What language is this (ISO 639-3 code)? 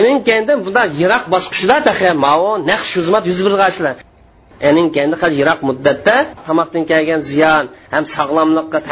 uig